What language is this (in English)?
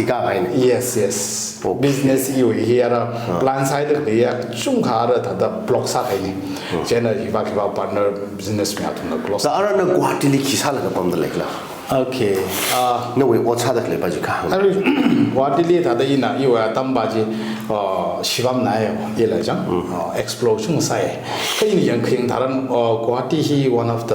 Tangkhul Naga (India)